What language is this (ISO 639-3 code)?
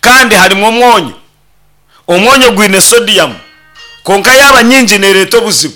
nyn